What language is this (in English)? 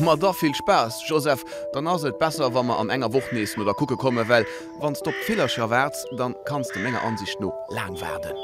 Luxembourgish